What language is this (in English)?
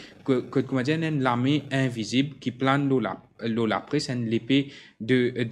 Morisyen